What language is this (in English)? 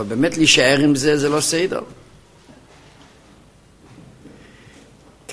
Hebrew